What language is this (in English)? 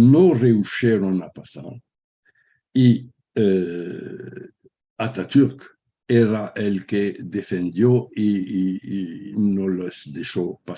Ladino